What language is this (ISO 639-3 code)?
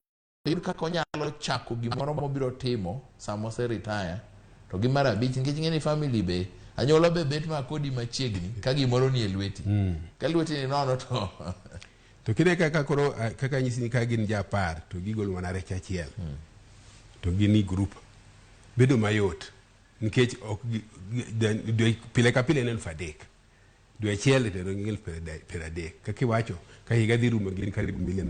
luo